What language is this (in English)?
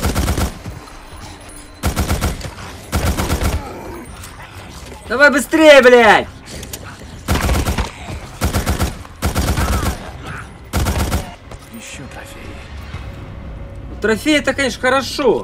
Russian